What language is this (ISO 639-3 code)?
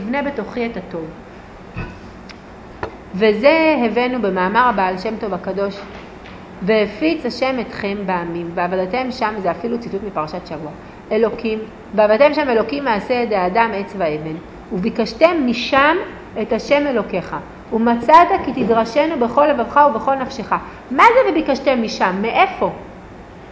heb